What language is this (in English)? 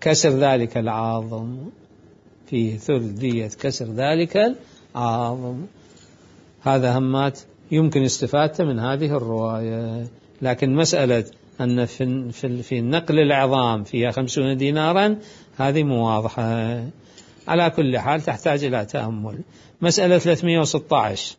Mesopotamian Arabic